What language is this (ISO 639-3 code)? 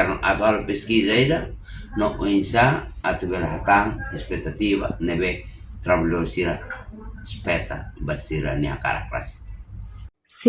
tet